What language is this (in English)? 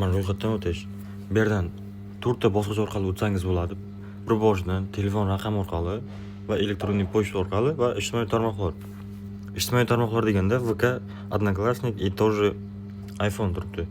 Uzbek